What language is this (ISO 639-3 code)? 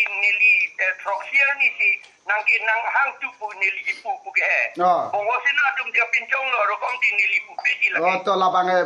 mjw